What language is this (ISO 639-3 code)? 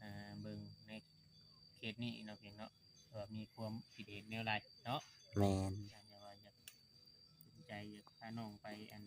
tts